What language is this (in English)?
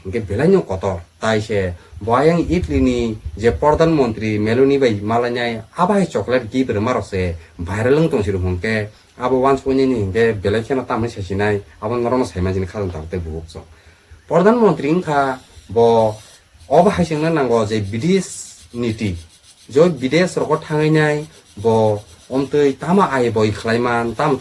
Kok Borok